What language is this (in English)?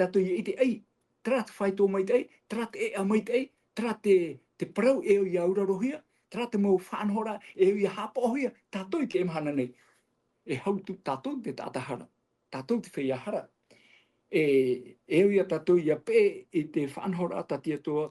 Tahitian